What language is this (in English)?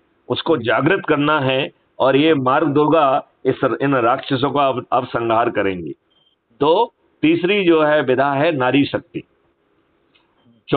Hindi